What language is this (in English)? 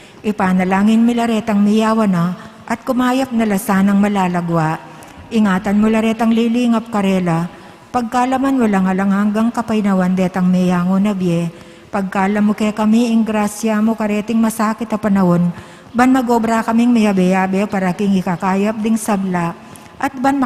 Pampanga